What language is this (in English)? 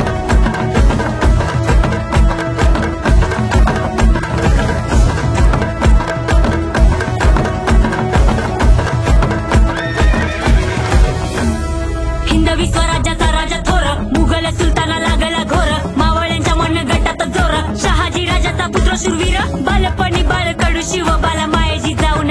Marathi